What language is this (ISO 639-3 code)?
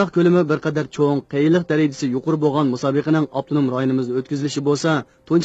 uig